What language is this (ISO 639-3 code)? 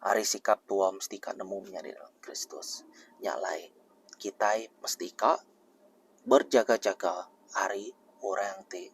iba